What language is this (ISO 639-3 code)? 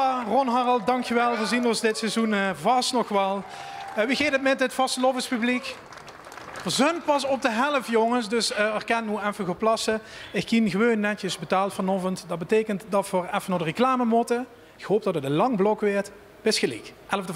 lim